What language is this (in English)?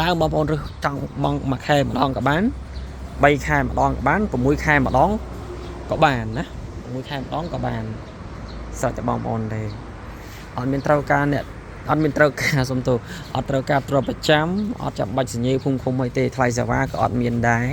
Khmer